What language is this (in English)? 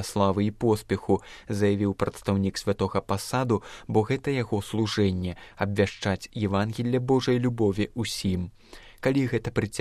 Belarusian